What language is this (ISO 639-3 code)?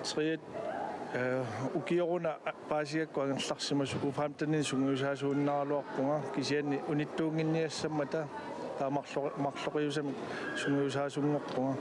kal